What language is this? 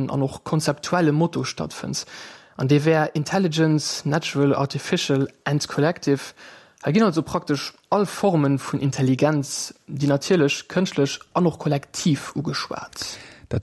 Luxembourgish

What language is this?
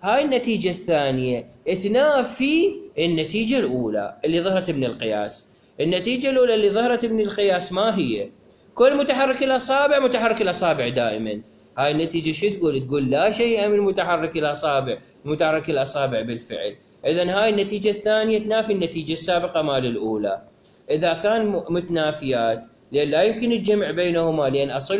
Mesopotamian Arabic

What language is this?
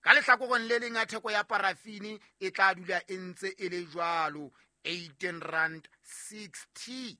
Southern Sotho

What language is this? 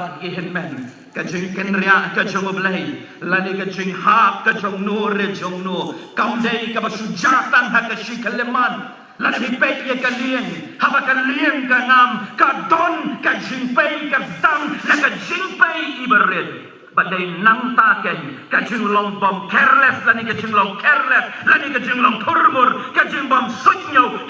Khasi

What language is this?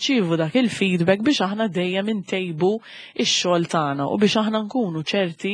Maltese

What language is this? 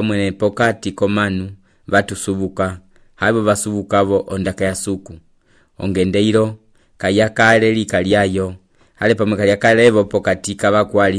Umbundu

